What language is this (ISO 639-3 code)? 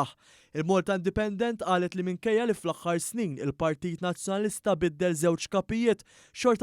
mlt